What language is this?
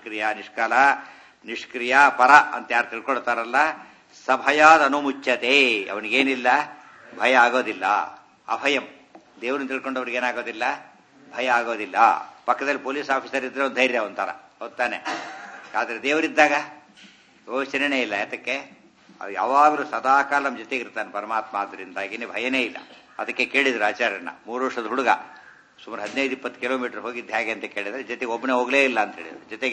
Kannada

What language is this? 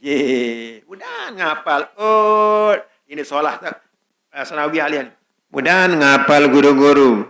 Sasak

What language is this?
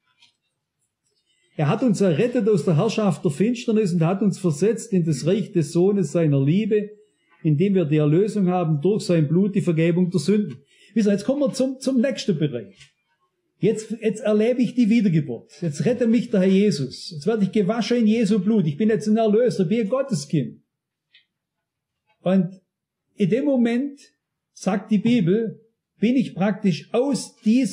German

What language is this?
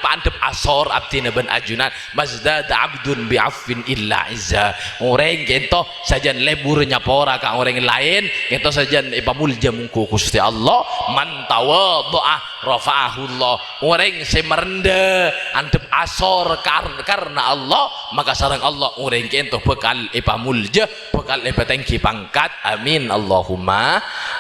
Madurese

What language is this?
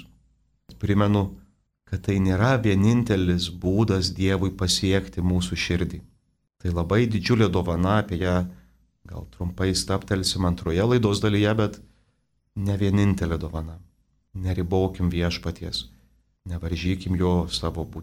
Lithuanian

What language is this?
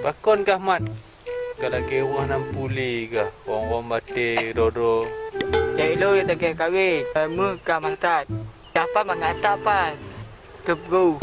Achinese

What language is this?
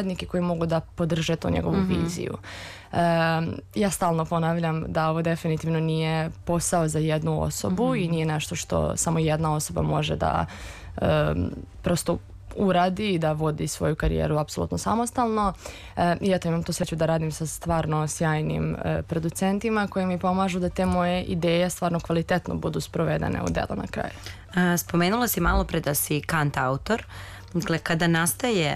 Serbian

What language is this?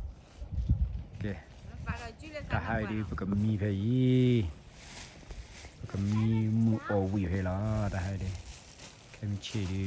S'gaw Karen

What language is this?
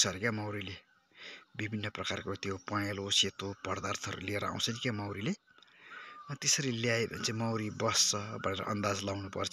Nepali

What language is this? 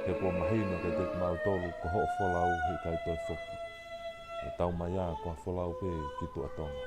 Tongan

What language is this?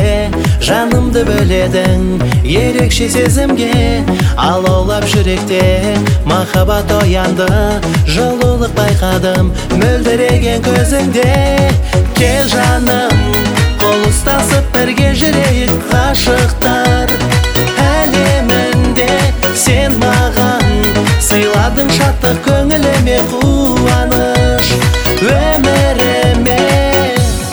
Kazakh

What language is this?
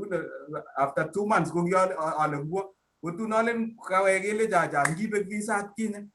Kalenjin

